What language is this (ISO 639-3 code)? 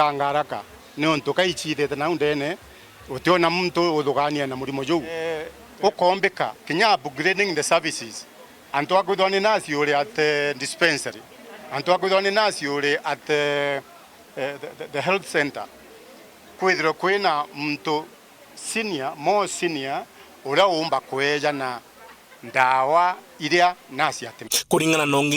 mer